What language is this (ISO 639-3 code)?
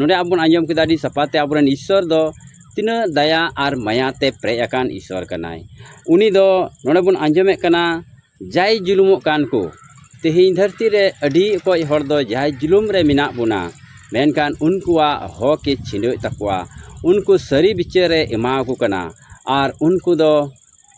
sat